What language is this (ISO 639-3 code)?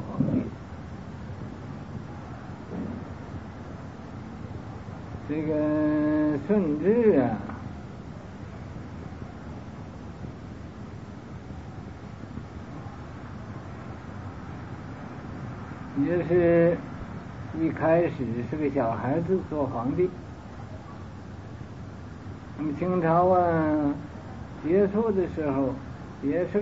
zho